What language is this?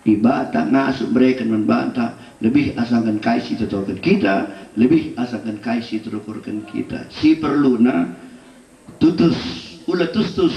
Batak Karo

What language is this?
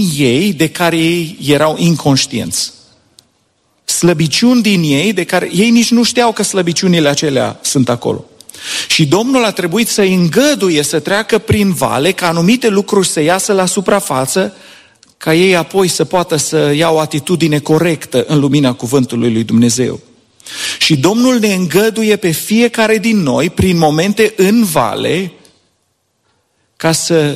Romanian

